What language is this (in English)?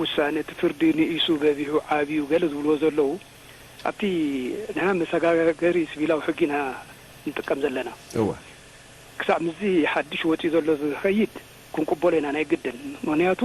Tigrinya